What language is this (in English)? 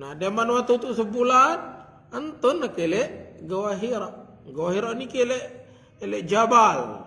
Sasak